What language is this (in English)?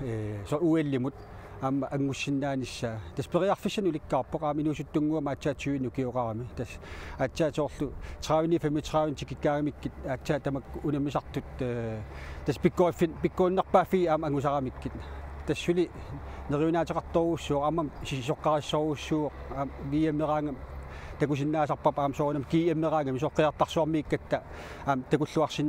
Kalaallisut